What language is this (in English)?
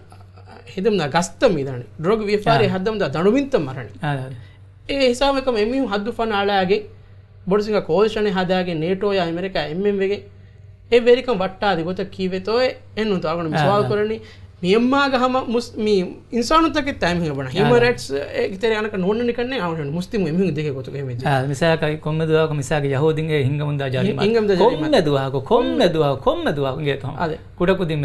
Divehi